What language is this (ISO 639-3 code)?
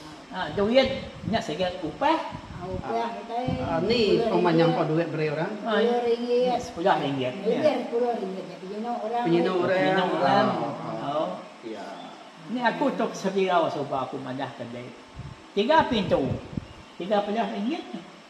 iba